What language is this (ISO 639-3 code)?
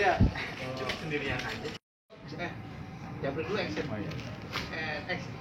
bew